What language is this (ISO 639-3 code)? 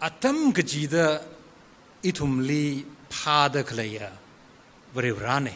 nmf